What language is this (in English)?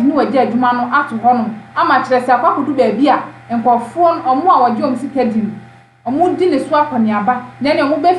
Akan